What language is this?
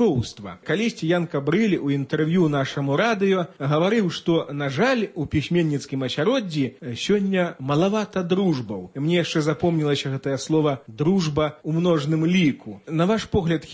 Belarusian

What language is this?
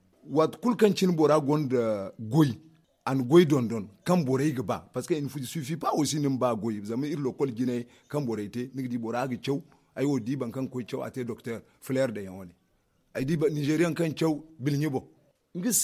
Zarma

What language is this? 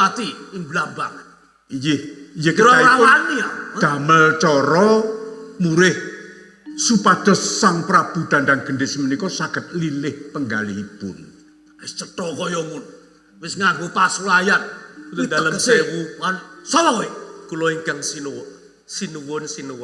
Javanese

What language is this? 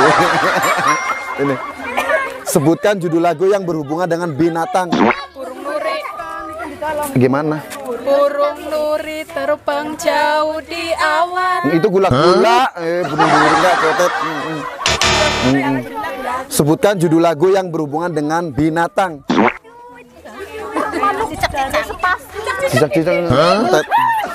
Indonesian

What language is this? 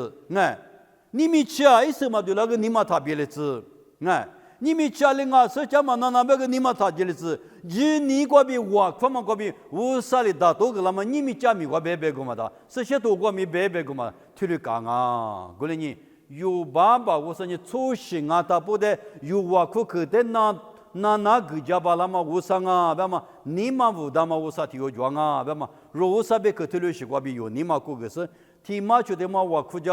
Lisu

